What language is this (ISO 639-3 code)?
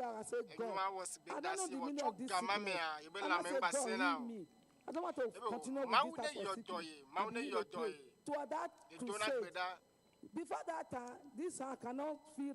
ewe